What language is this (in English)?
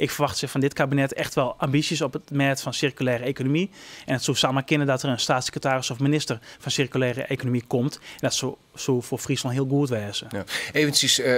Western Frisian